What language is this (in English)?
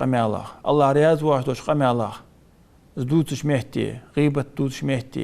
Ingush